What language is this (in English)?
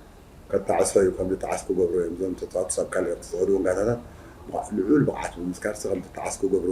Tigrinya